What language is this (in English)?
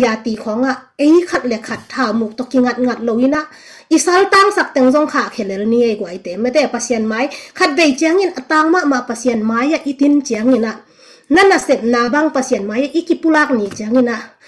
Tedim Chin